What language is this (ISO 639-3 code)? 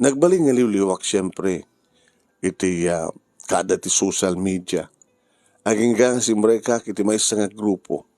ilo